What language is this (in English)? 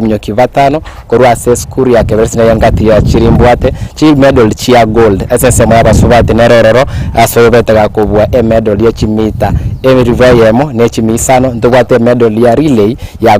Gusii